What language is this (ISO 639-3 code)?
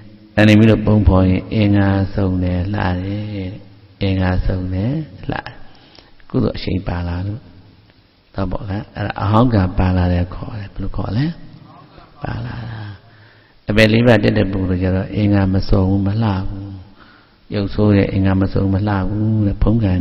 mya